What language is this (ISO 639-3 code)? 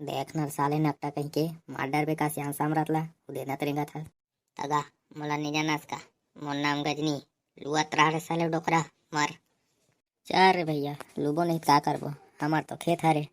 hne